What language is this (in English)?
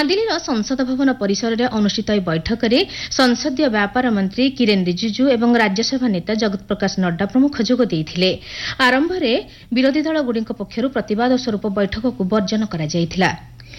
Odia